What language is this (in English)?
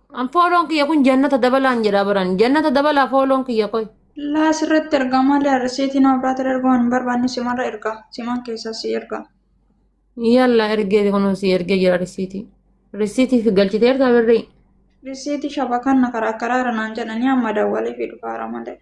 Oromo